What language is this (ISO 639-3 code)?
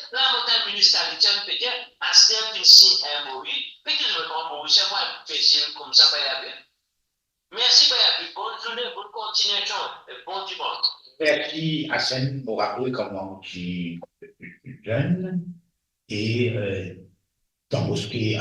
mfe